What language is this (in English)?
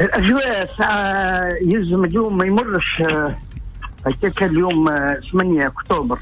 Tunisian Arabic